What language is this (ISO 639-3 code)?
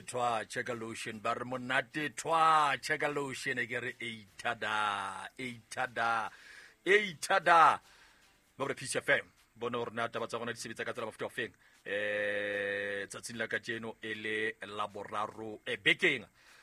sot